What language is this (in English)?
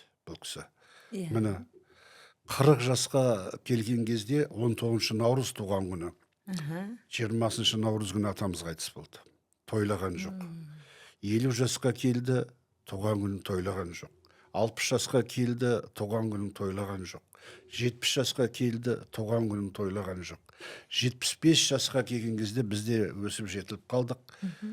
Kazakh